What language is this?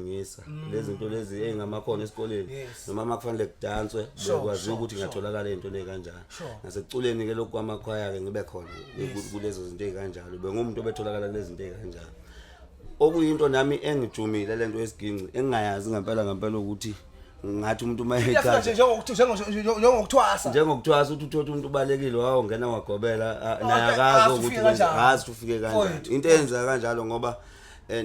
Zulu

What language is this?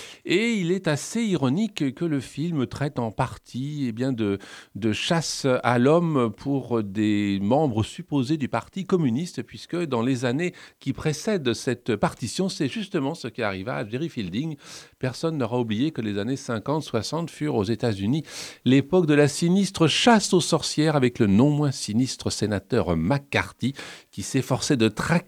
French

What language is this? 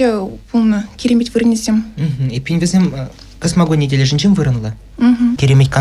Chuvash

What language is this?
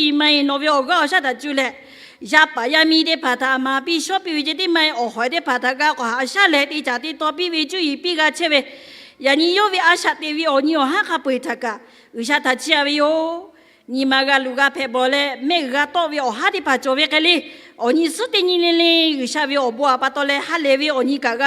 Lahu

